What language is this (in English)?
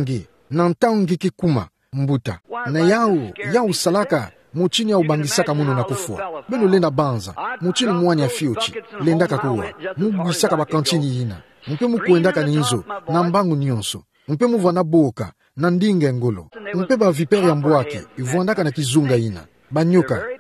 Kituba (Democratic Republic of Congo)